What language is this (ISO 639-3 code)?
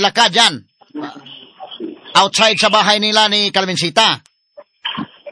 fil